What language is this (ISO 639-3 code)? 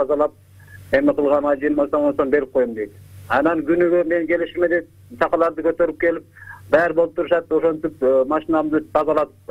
kir